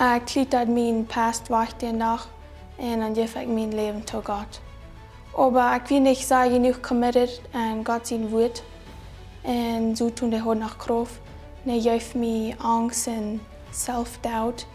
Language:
Plautdietsch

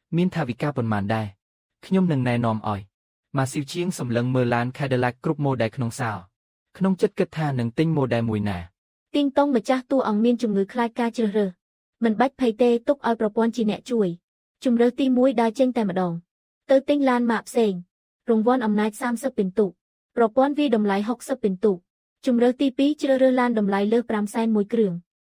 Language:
Khmer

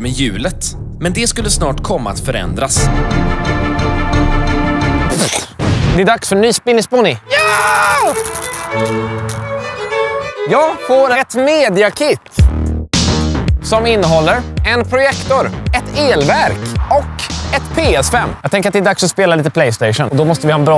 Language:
Swedish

